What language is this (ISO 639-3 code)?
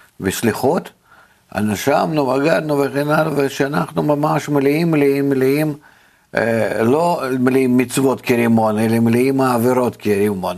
heb